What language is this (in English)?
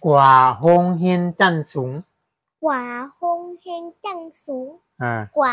Shan